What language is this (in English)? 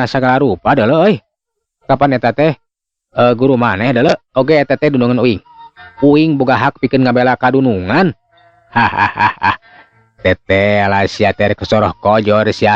Sundanese